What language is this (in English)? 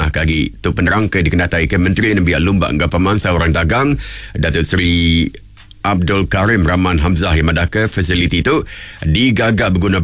Iban